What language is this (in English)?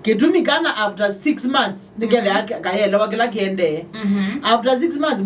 Kamba